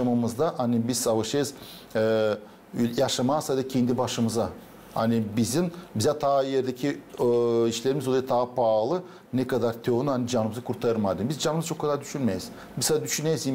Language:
Gagauz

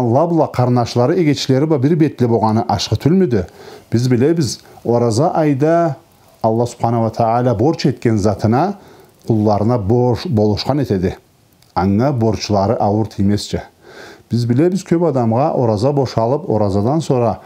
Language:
Karachay-Balkar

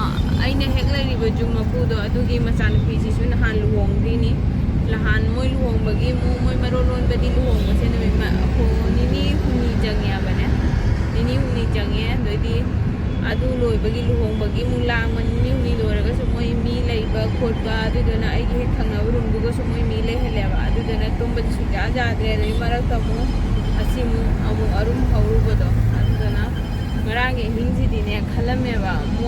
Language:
Manipuri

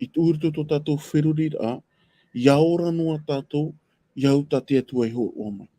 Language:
Tahitian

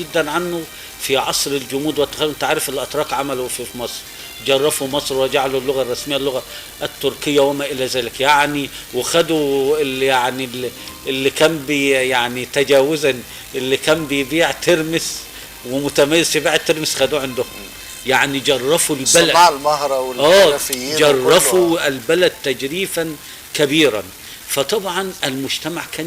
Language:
Egyptian Arabic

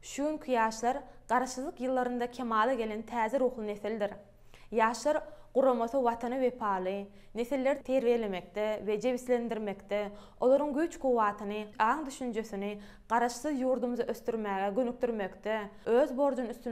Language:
Turkmen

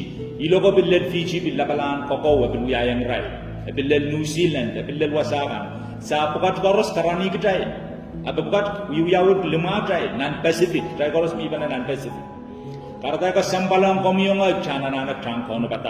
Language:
Pohnpeian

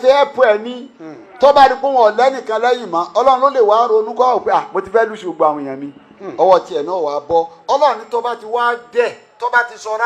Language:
Yoruba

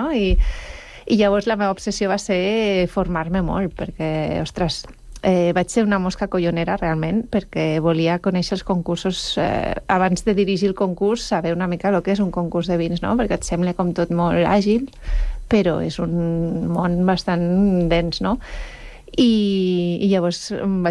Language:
Catalan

